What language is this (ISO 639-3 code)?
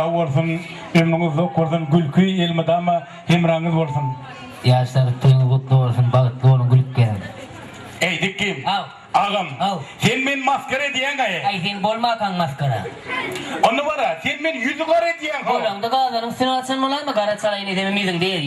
tuk